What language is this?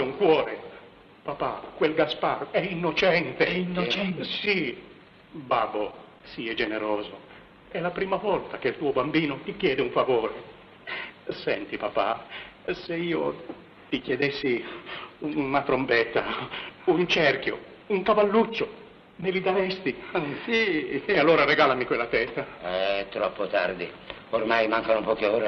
Italian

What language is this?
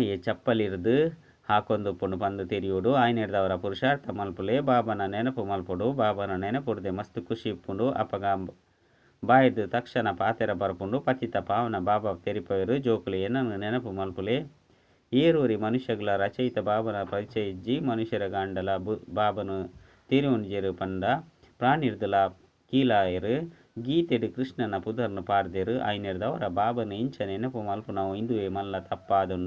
Tulu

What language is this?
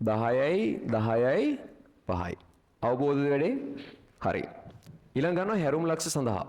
Sinhala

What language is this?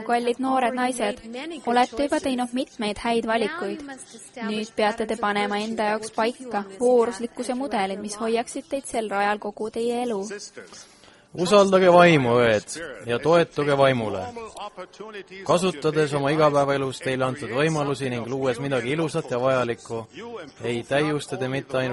Estonian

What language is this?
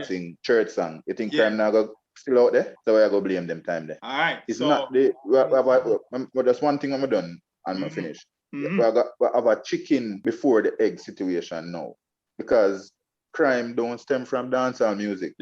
Jamaican Creole English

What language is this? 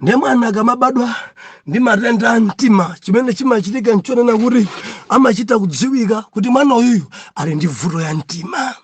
Nyanja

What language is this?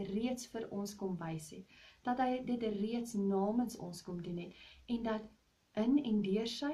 Afrikaans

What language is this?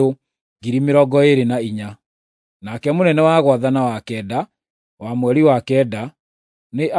Kikuyu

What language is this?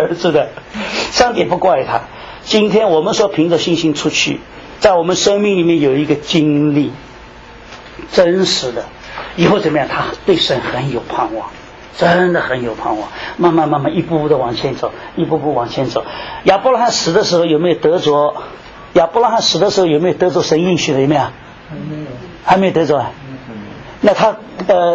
Chinese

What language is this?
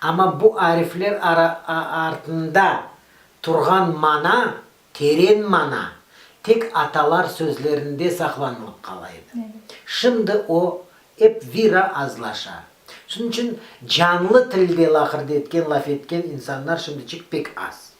Crimean Tatar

